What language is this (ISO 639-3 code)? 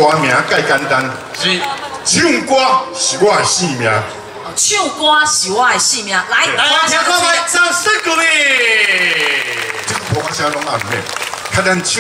nan